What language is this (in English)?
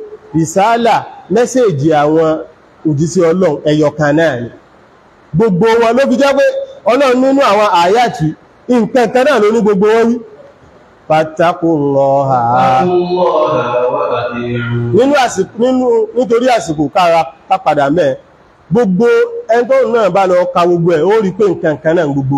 Yoruba